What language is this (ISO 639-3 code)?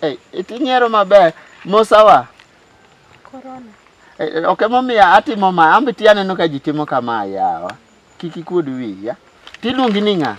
luo